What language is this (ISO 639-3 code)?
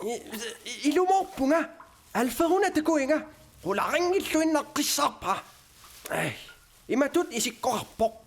kal